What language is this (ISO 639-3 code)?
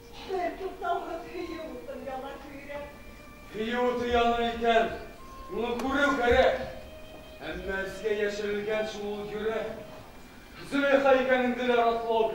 bak